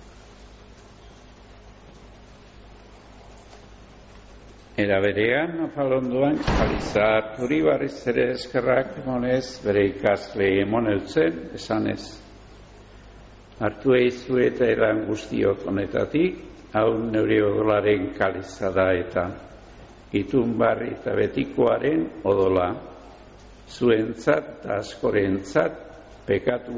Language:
Basque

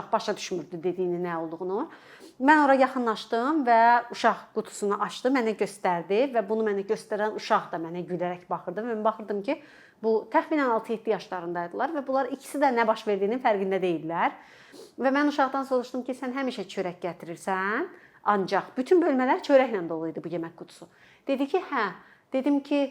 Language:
Azerbaijani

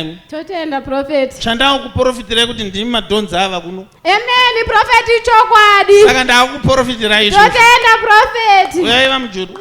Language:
Shona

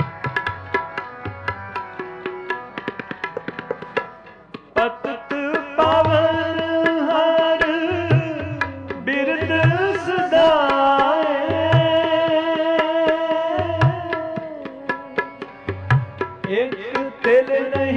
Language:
Punjabi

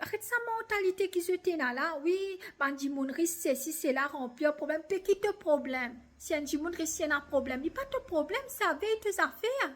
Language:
Morisyen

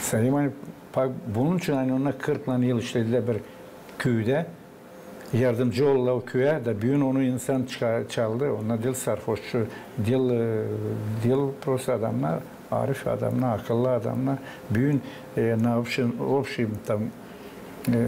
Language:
Gagauz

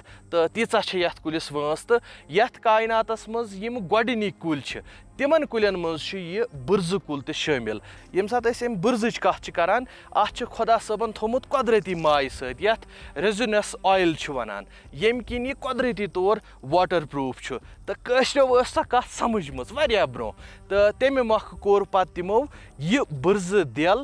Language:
Kashmiri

